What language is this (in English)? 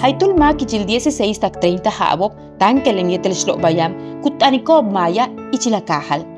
Yucateco